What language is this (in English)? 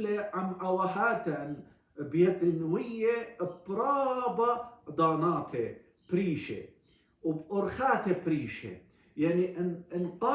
Assyrian Neo-Aramaic